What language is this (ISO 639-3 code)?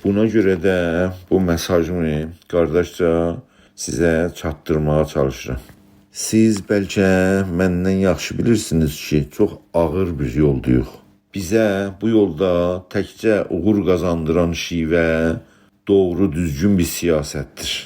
azb